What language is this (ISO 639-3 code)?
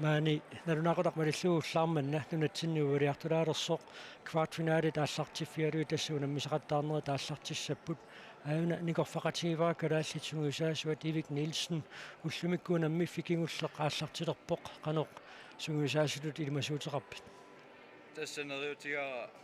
kal